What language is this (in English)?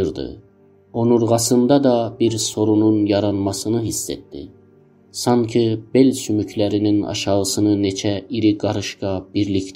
South Azerbaijani